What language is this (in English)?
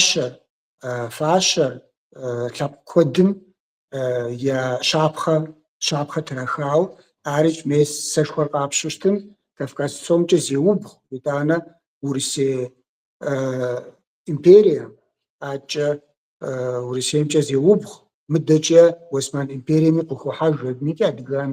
Kabardian